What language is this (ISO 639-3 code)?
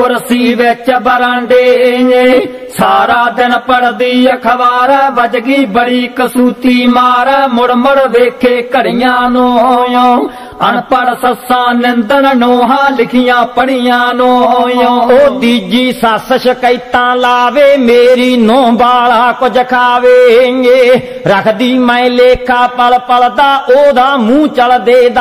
pan